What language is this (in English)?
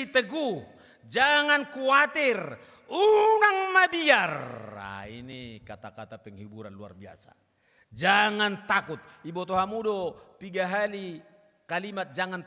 Batak Toba